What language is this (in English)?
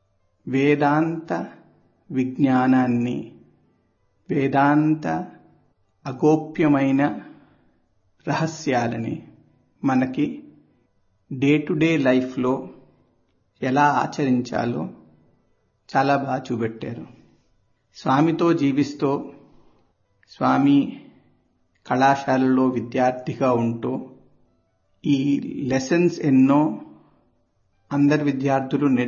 Telugu